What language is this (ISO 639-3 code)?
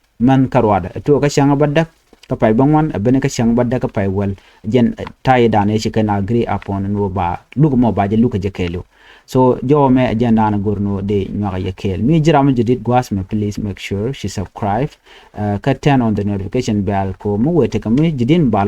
nus